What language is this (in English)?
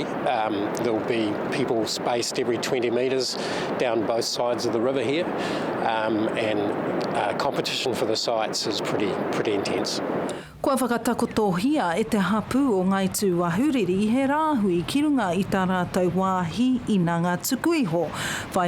Māori